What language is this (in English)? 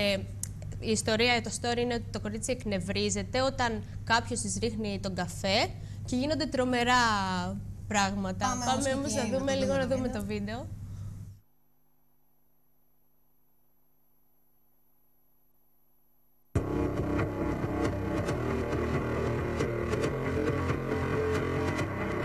Greek